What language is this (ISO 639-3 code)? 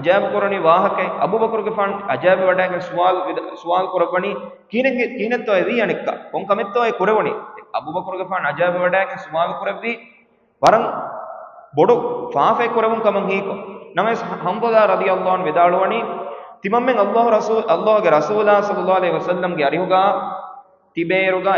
div